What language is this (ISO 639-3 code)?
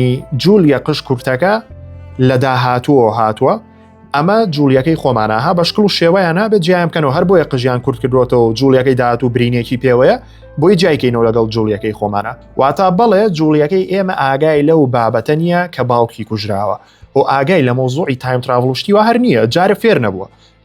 ckb